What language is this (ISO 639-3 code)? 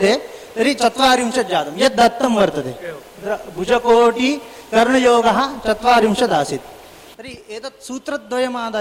san